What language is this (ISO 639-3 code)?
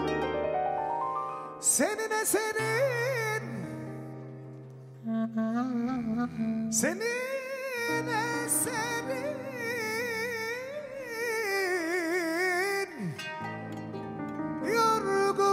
tur